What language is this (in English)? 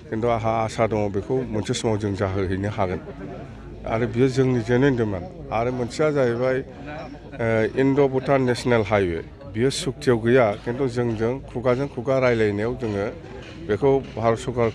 Bodo